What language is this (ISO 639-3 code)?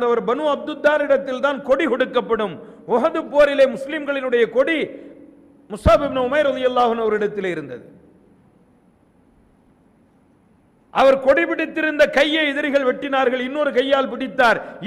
tam